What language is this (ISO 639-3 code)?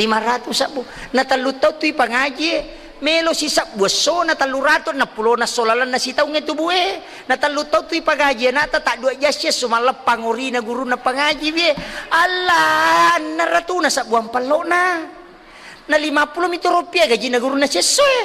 bug